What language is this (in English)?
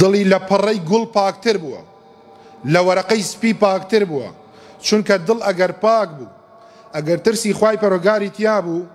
Central Kurdish